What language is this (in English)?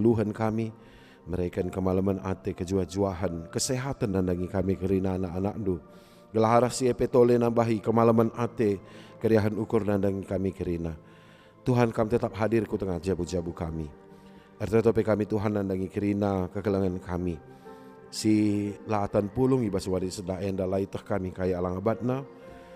Batak Karo